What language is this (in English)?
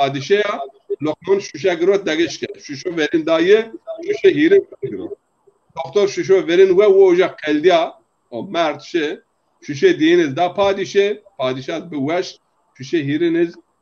Zaza